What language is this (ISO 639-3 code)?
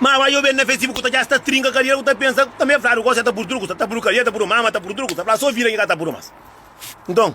kea